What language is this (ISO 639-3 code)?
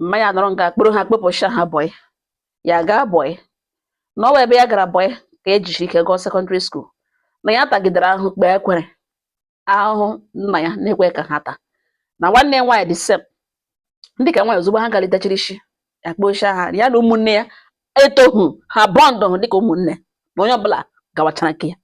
ibo